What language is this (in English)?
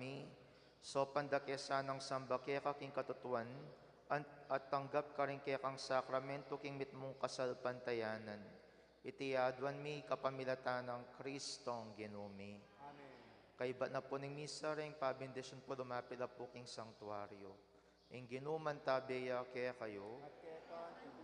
Pampanga